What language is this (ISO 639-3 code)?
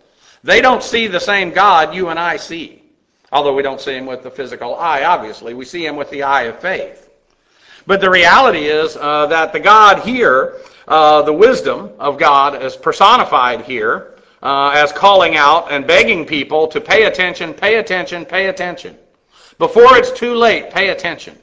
eng